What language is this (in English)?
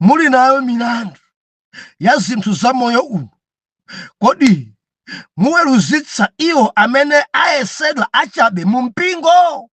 Nyanja